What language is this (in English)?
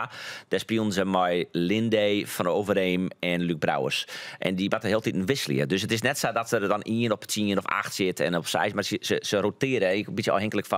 Western Frisian